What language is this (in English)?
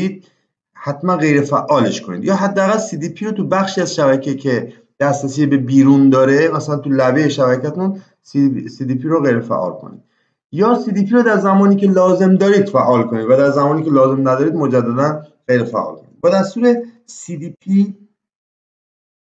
Persian